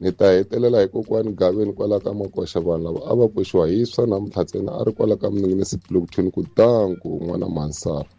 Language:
Tsonga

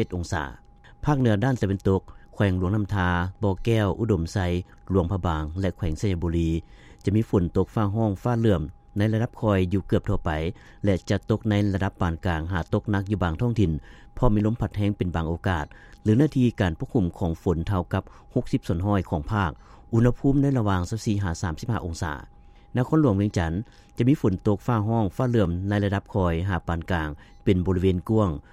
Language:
Lao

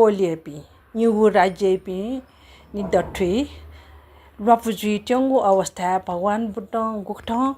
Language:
Newari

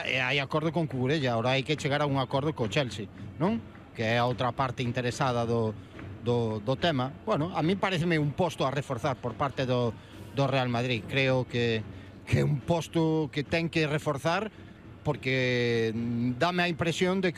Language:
Galician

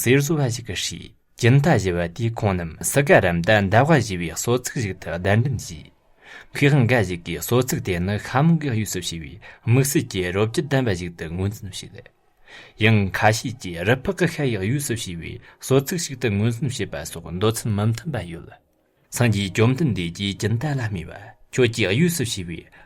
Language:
Tibetan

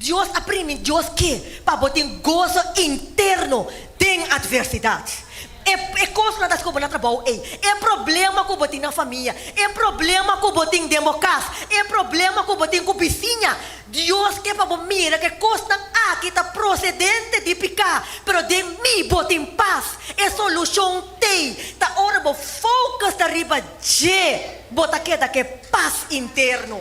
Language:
Papiamento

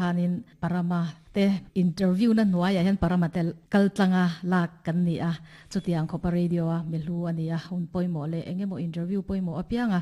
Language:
Mizo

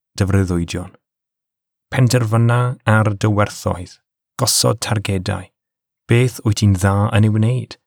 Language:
Welsh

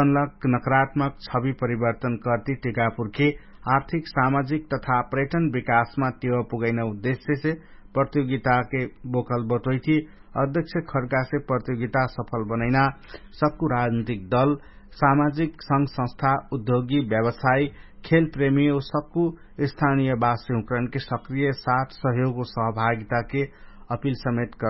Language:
Dangaura Tharu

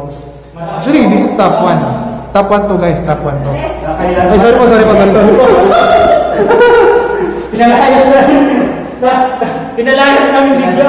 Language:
Filipino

